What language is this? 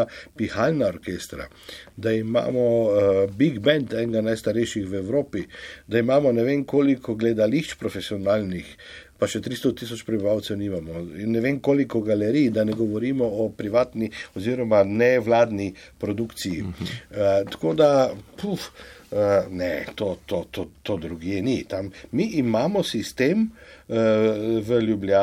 Slovenian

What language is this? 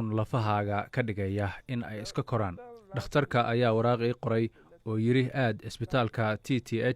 Somali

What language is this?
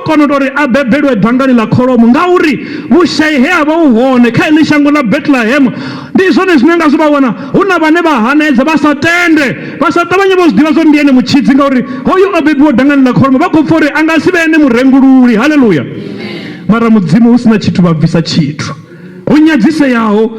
Venda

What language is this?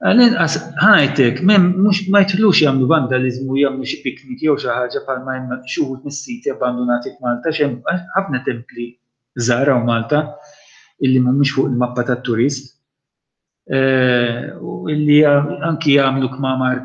Maltese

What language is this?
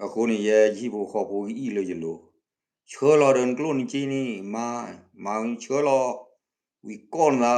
S'gaw Karen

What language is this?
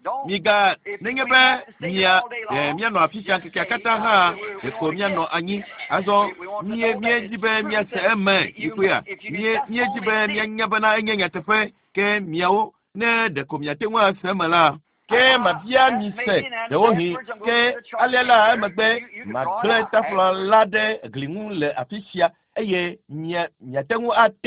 Ewe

